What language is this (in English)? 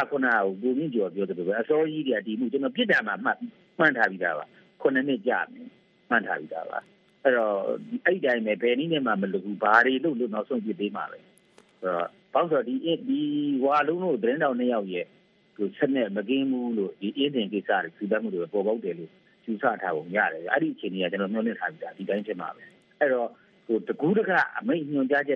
Burmese